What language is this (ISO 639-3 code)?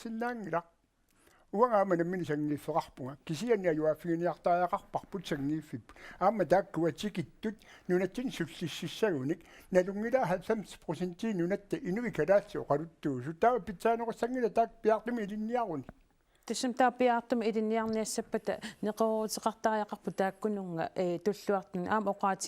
kal